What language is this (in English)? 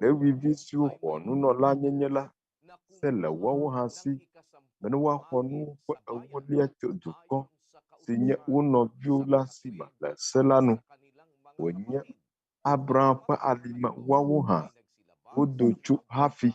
Ewe